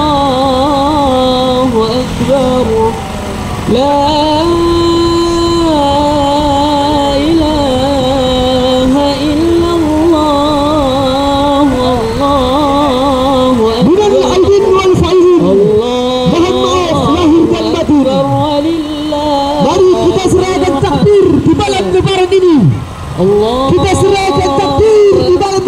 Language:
Batak Mandailing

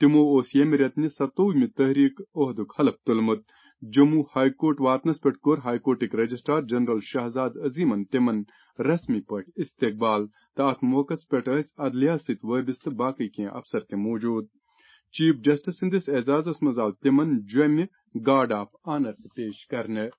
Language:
Kashmiri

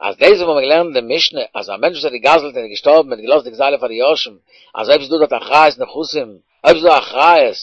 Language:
Yiddish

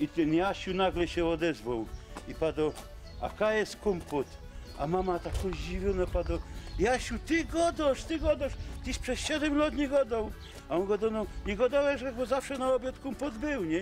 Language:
Silesian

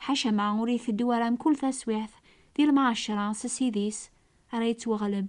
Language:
Kabyle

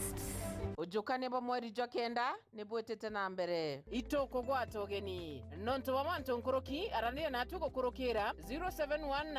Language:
Meru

